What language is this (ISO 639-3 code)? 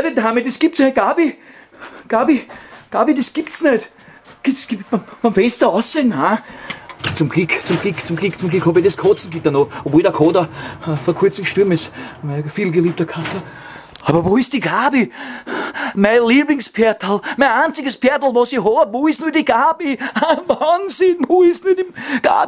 bar